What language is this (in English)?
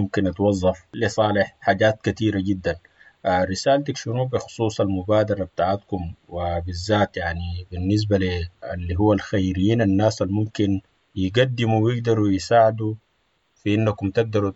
Sudanese Arabic